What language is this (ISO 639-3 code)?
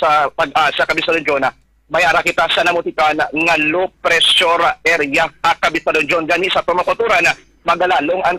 hil